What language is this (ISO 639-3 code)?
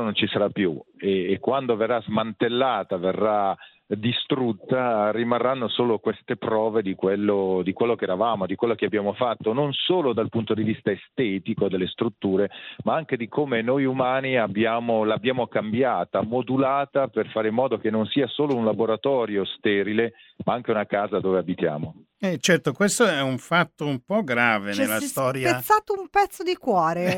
ita